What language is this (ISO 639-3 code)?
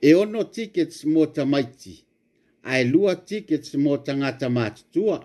smo